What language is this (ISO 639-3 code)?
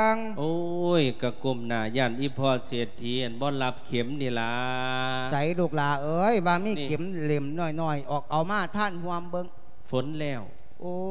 lao